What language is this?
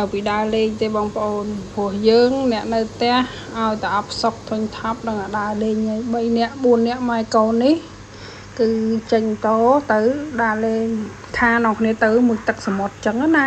Khmer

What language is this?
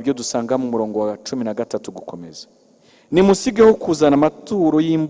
Kinyarwanda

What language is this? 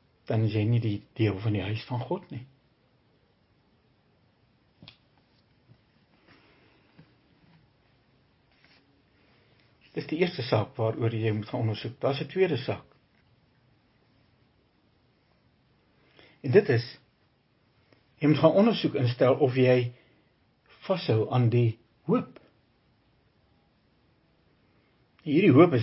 Afrikaans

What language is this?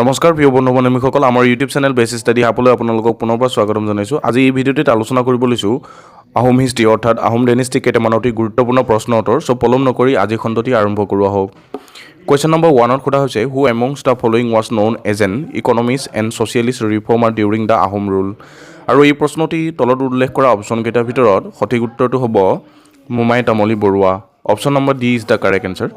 Assamese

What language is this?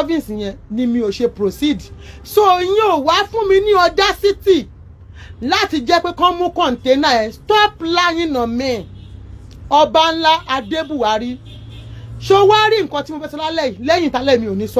Yoruba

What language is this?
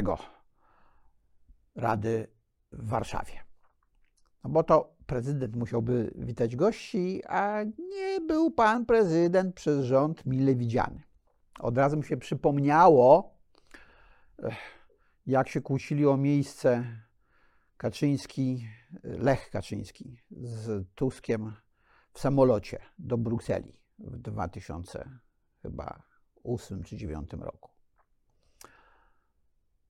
Polish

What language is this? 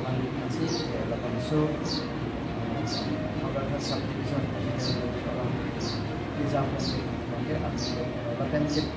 Karbi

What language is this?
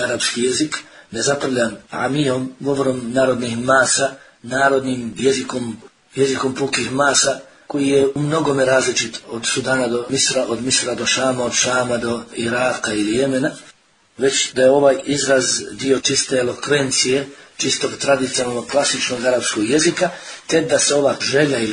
Bosnian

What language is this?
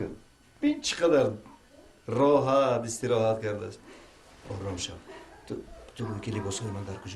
Tajik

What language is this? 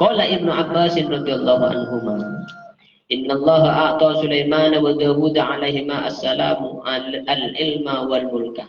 Madurese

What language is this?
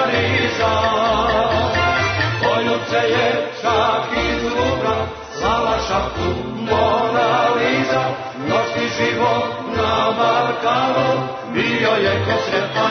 Serbian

